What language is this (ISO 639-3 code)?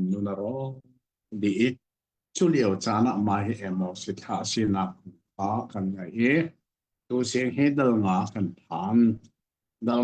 cnh